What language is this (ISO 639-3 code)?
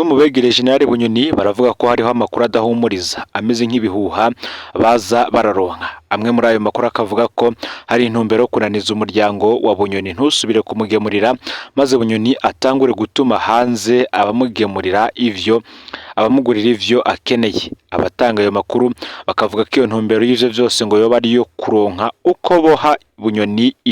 run